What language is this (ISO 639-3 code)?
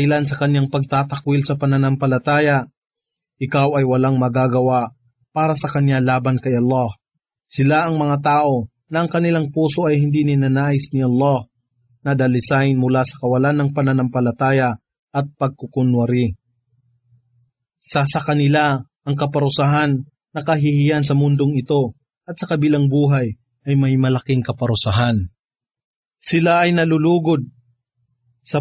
fil